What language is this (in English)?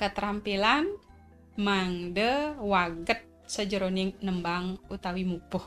Balinese